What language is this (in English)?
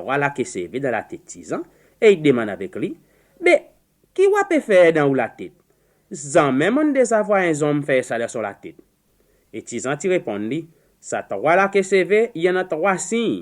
Seselwa Creole French